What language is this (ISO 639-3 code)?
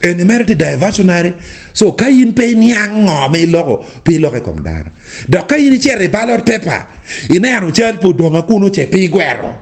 ach